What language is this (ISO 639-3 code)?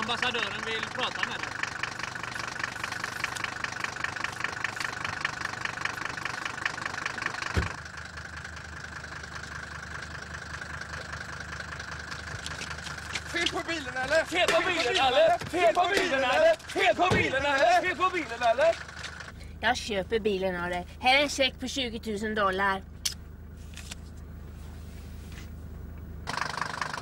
swe